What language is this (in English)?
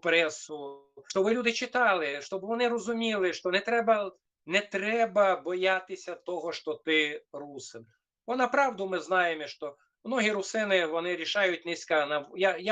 Rusyn